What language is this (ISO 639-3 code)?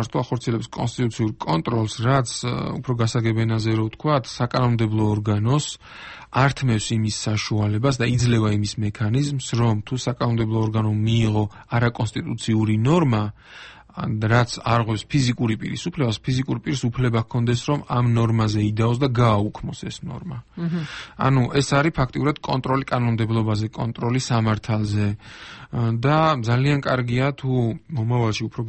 kat